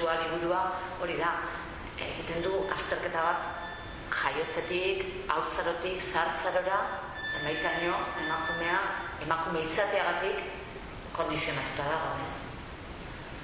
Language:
Basque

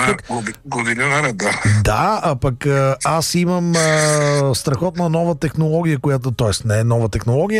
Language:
Bulgarian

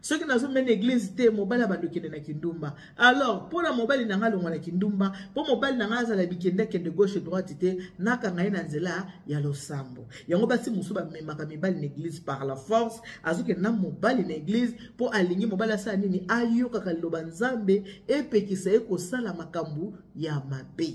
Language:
Lingala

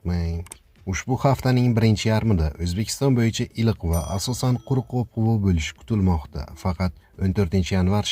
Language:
Uzbek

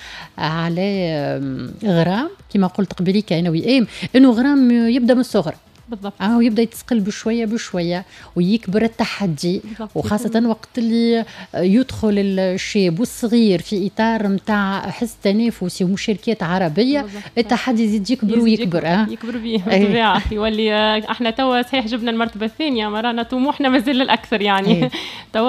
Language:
Tunisian Arabic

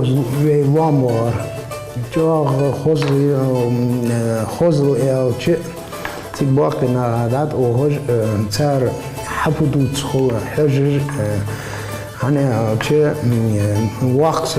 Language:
Ingush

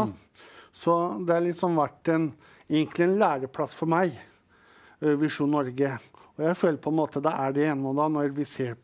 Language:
Norwegian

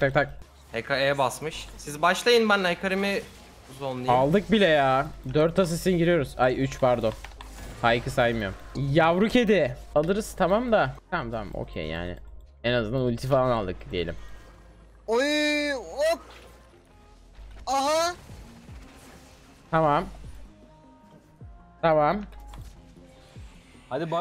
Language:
Turkish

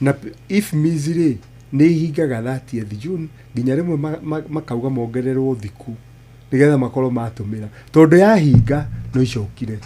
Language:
Kikuyu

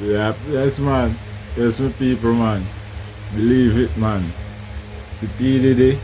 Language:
Jamaican Creole English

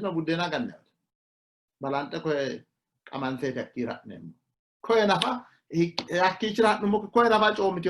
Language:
Sidamo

